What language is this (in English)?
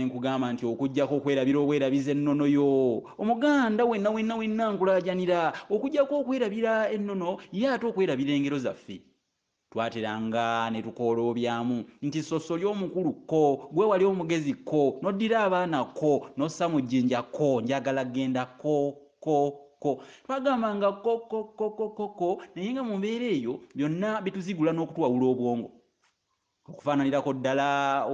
Ganda